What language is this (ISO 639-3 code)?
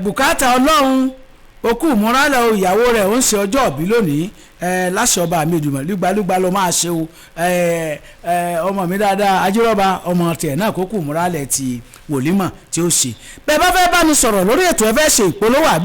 yor